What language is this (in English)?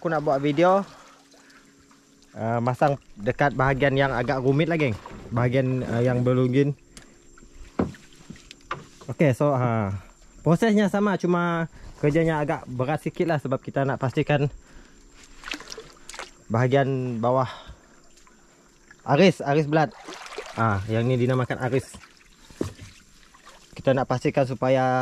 Malay